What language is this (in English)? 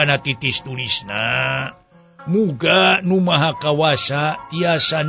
Sundanese